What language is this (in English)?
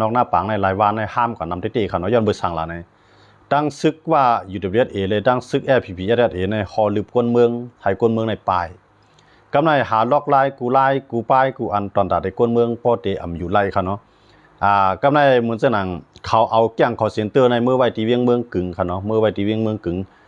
Shan